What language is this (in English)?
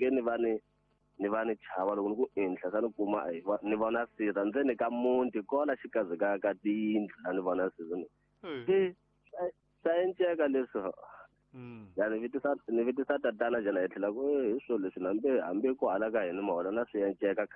Tsonga